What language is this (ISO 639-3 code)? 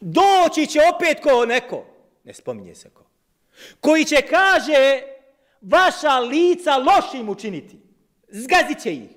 bos